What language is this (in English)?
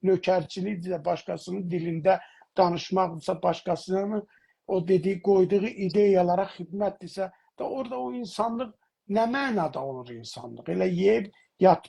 South Azerbaijani